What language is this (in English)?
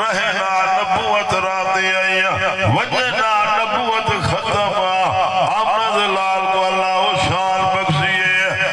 Saraiki